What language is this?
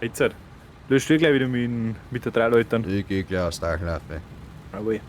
Bavarian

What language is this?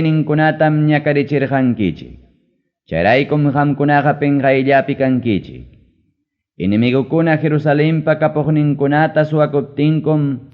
Ayacucho Quechua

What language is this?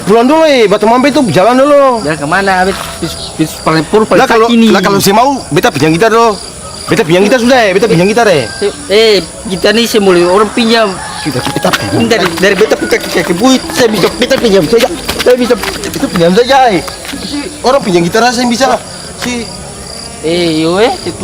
Ambonese Malay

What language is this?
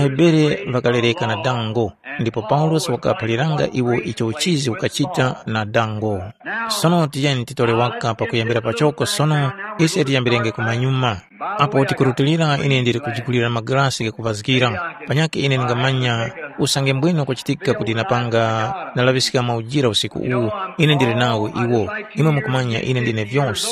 Tumbuka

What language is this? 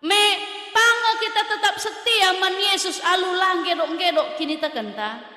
Batak Karo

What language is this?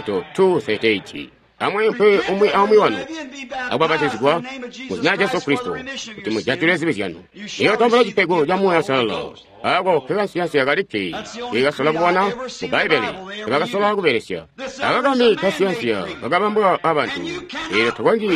Tonga (Zambia)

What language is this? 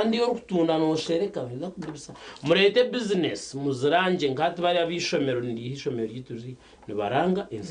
Nyankole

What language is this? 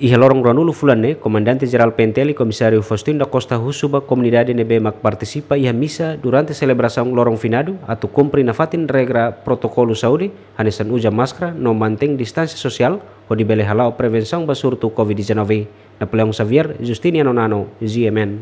Tetum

